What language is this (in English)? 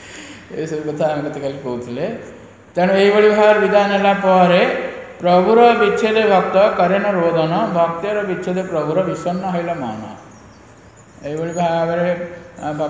Odia